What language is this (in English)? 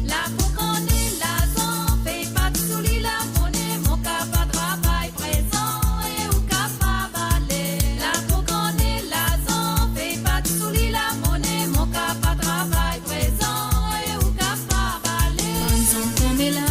Morisyen